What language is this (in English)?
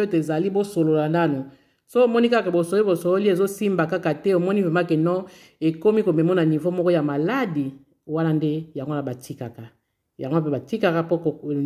Lingala